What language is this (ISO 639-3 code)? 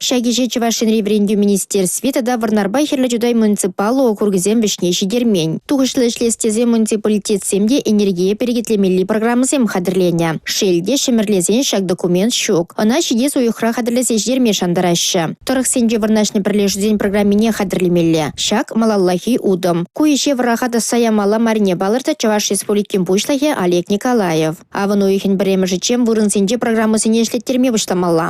chv